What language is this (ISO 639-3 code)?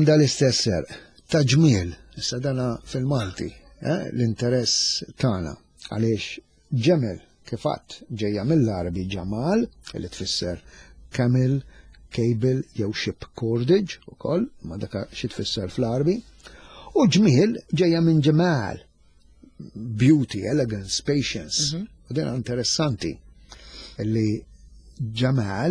mlt